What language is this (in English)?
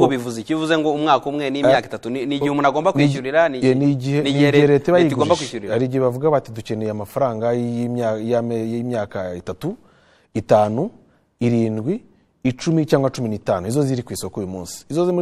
Kinyarwanda